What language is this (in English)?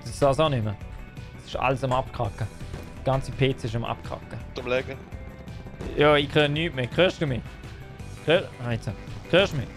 Swiss German